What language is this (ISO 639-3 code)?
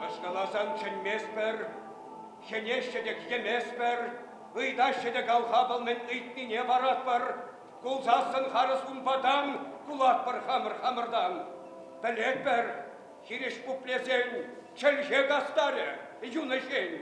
chv